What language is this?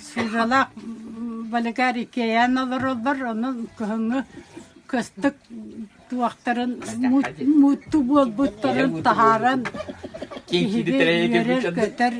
Yakut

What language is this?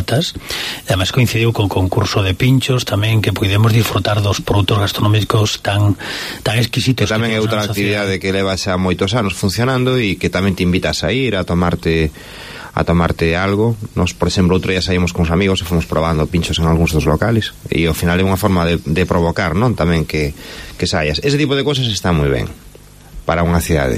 Galician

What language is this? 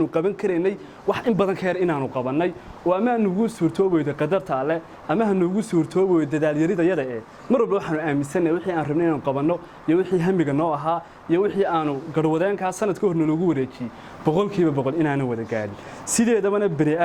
Somali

